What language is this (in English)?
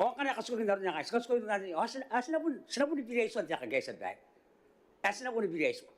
Gilbertese